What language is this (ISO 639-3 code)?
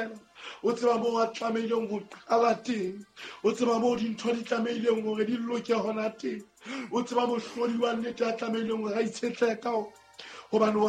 sot